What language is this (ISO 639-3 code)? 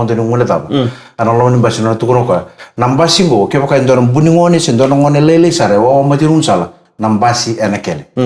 fij